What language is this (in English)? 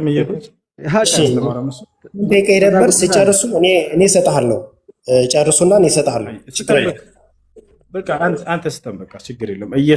Amharic